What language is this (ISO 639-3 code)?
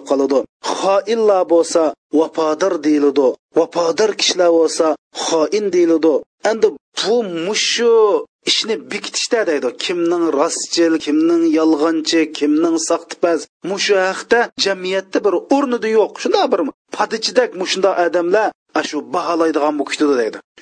uig